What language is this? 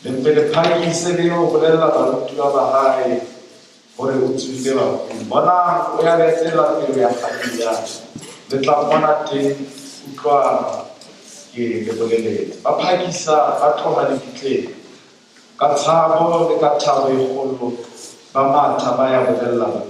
Southern Sotho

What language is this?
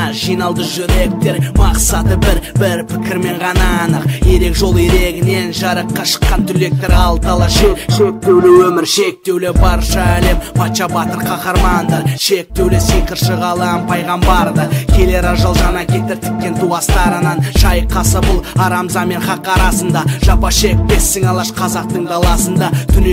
Kazakh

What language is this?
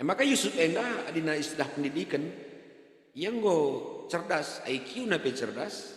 Batak Karo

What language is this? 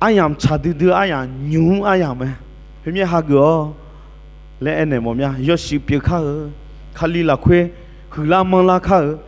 Akha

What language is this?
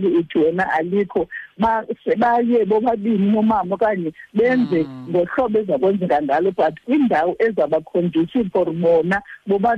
Xhosa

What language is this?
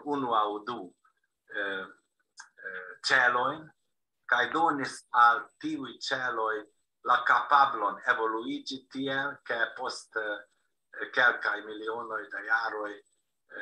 Esperanto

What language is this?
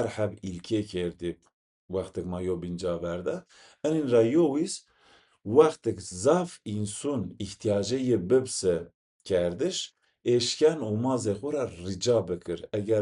Zaza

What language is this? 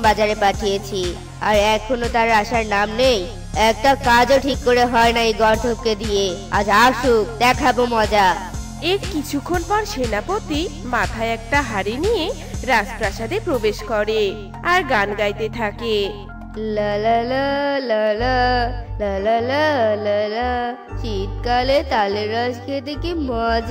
Bangla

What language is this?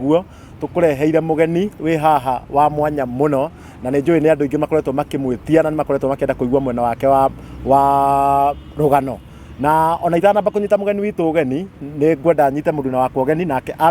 Kikuyu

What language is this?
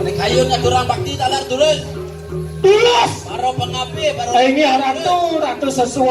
Balinese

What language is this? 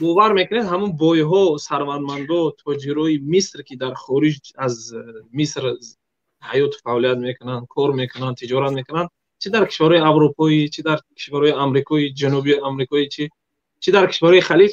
Tajik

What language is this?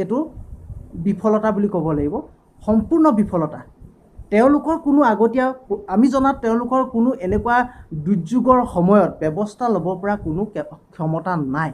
Assamese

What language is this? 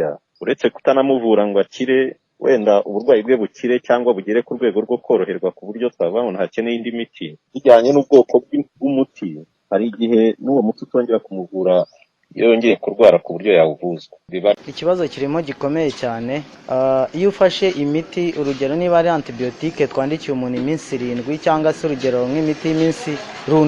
Kinyarwanda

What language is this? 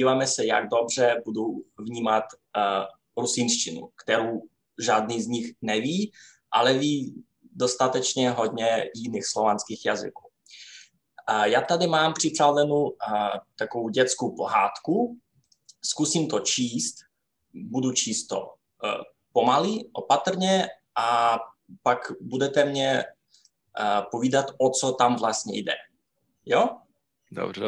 Rusyn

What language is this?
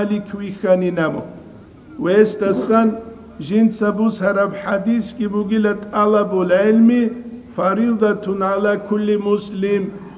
Avaric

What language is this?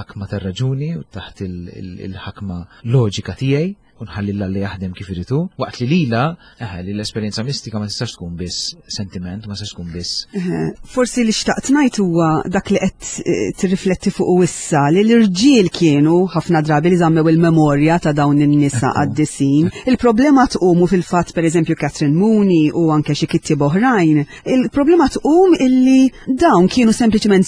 Maltese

